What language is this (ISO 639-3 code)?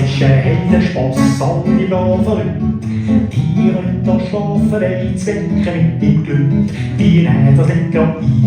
gsw